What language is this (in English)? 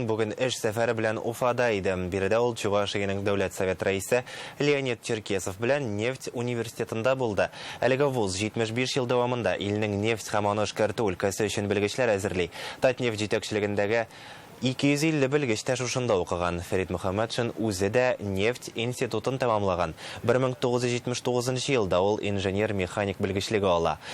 Tatar